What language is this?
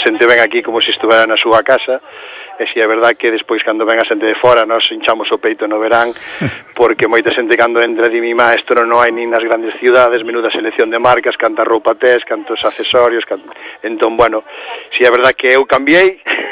Galician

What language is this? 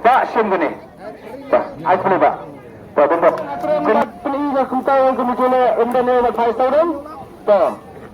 Khasi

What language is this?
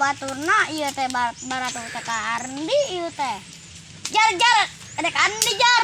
Sundanese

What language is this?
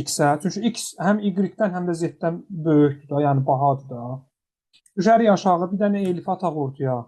Azerbaijani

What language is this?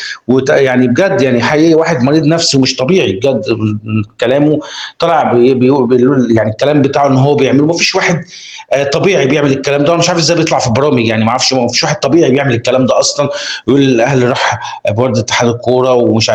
Egyptian Arabic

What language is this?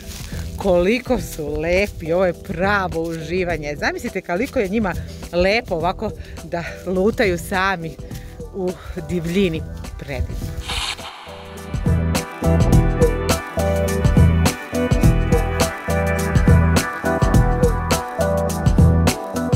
Serbian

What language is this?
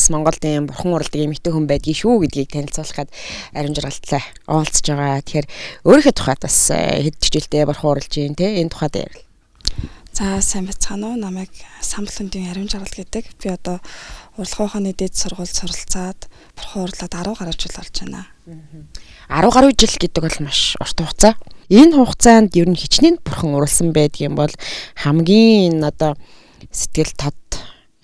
Mongolian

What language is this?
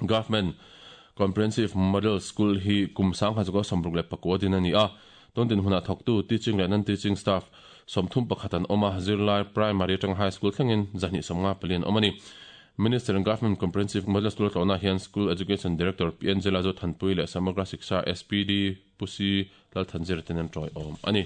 Mizo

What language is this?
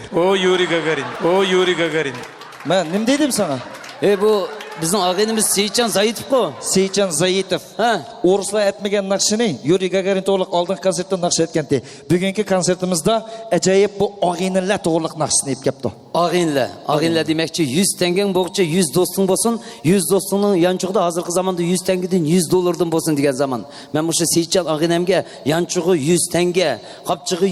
Uyghur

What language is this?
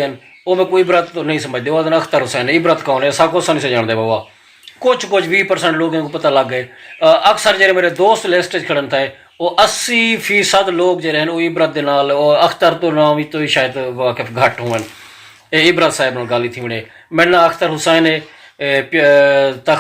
Saraiki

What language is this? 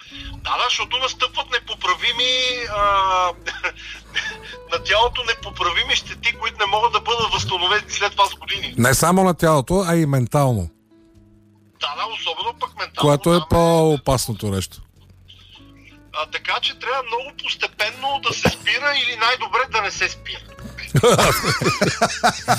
Bulgarian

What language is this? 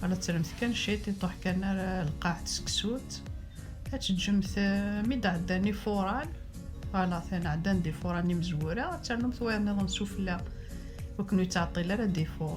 Kabyle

